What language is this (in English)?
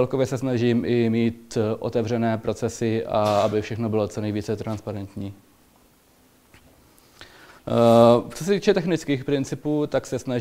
Czech